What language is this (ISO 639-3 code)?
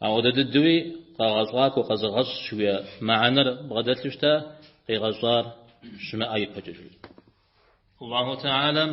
kbd